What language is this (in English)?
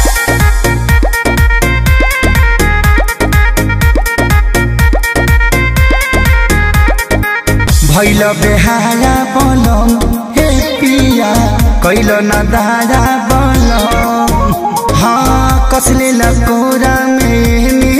Bhojpuri